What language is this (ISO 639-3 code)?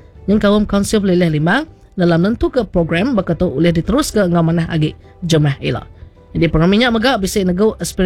iba